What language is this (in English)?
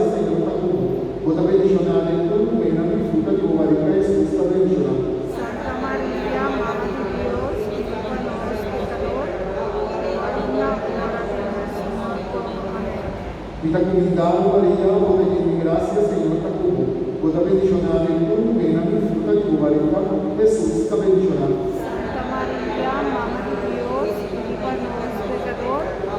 Papiamento